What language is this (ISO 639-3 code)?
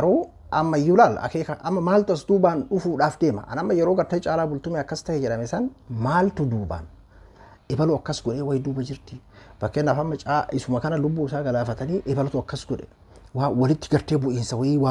orm